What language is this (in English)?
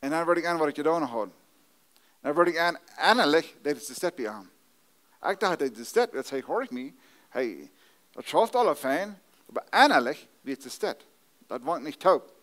Plautdietsch